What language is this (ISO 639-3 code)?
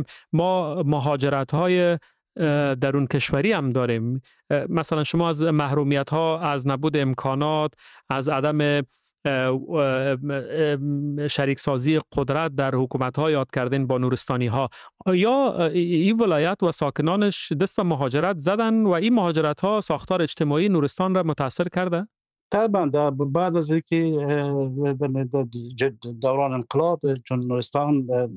fas